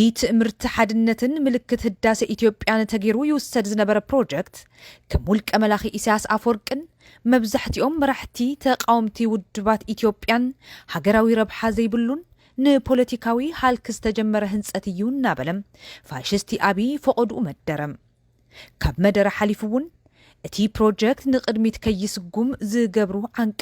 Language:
Tigrinya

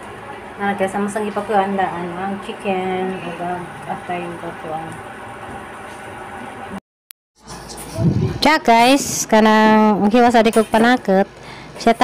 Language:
Cebuano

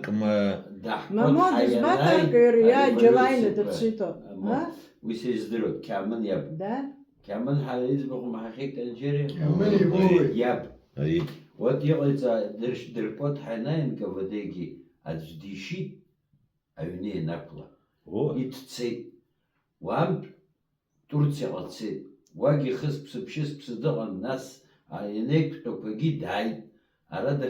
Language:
Abkhazian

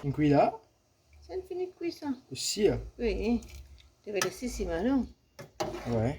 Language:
Morisyen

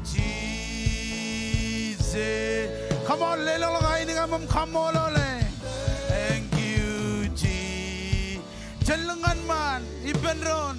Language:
Marshallese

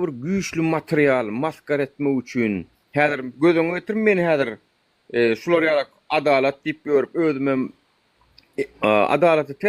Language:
Turkmen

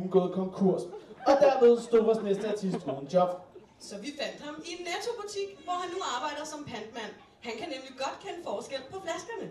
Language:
Danish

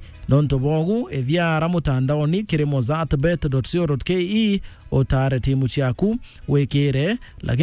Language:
Meru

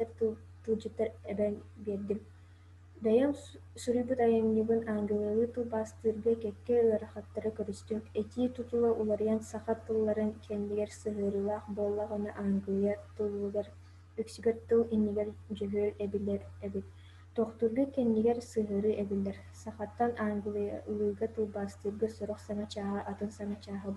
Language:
Yakut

